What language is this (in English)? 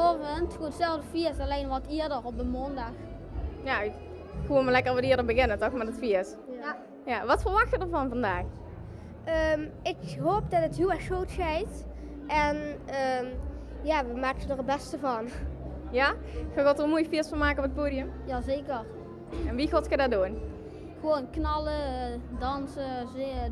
Limburgish